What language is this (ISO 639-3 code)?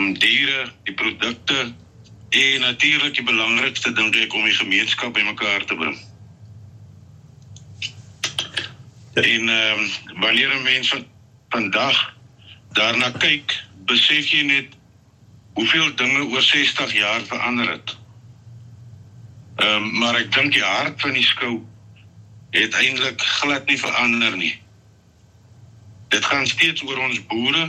afr